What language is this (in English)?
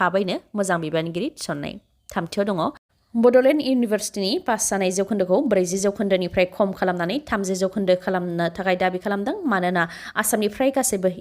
Bodo